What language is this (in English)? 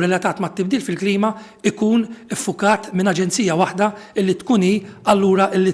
Maltese